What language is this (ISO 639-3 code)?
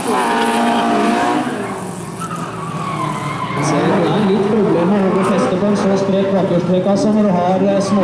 nor